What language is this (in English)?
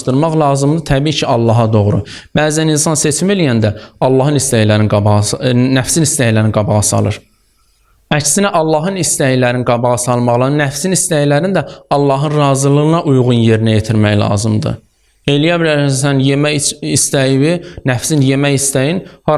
Azerbaijani